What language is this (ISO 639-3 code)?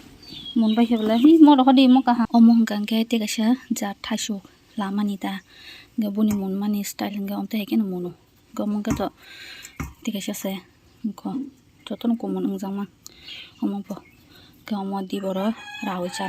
trp